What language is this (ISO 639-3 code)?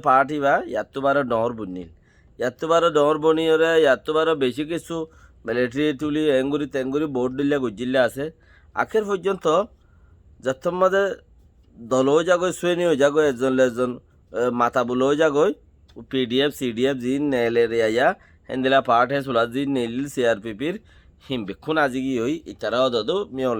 rhg